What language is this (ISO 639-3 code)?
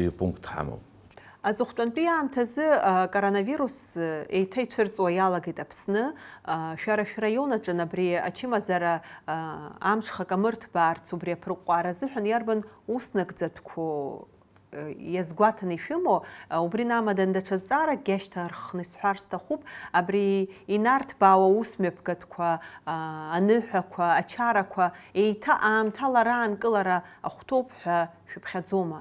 abk